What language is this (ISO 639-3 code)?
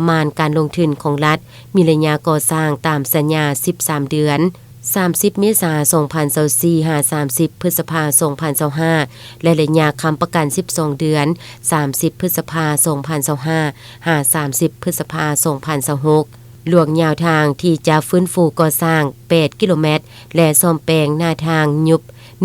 lao